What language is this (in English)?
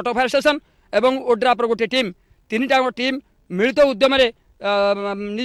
Odia